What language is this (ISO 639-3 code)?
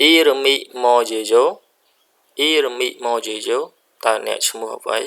khm